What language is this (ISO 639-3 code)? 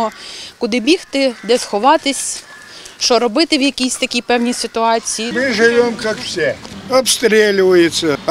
ukr